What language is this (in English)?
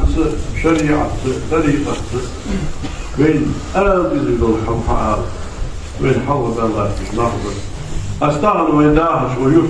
Ingush